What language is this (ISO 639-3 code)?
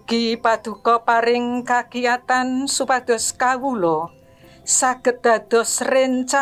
jav